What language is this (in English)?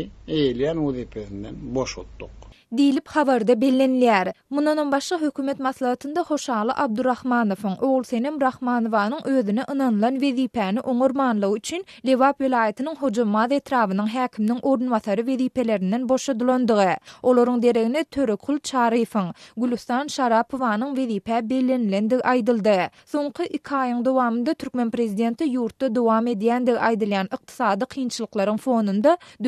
Turkmen